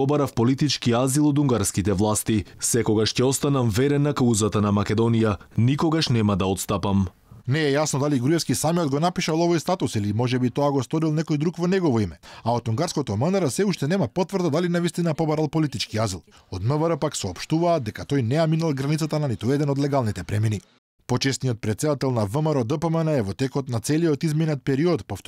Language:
Macedonian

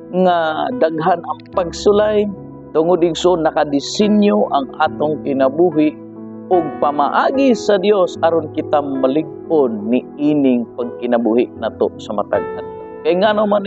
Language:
Cebuano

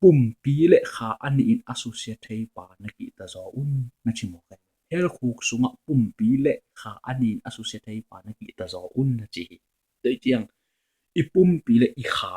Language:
Tedim Chin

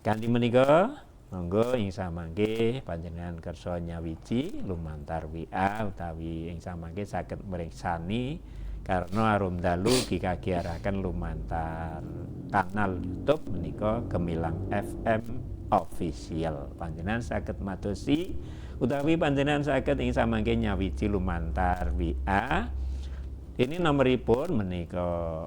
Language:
Javanese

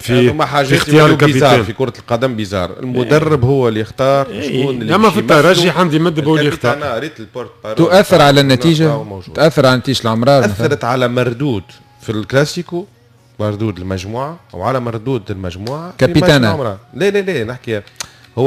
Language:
Tunisian Arabic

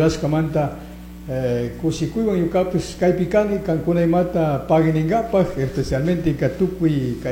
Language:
Chimborazo Highland Quichua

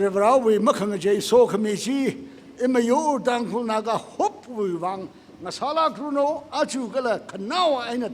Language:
Tangkhul Naga (India)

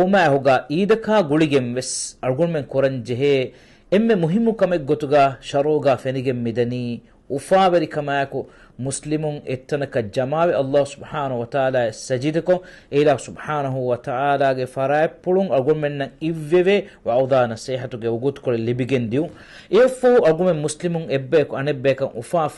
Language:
Divehi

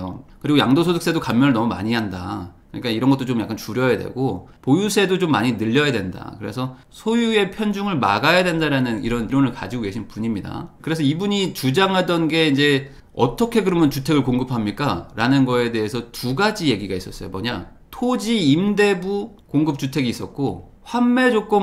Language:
Korean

